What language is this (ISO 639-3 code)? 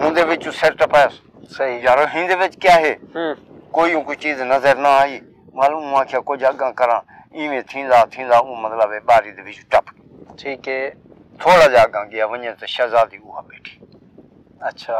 skr